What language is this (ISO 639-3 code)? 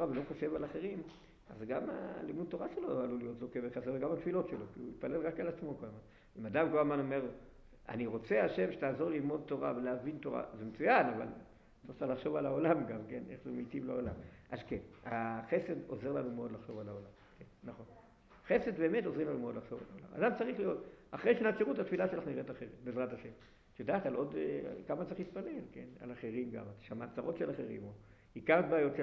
heb